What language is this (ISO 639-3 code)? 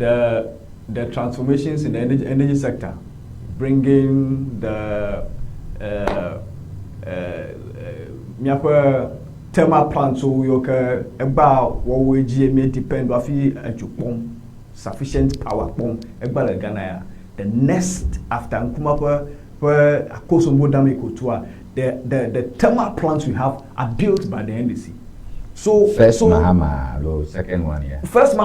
ewe